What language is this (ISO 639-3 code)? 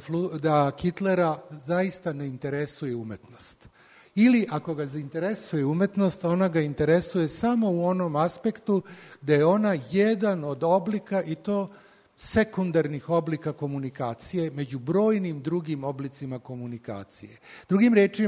srp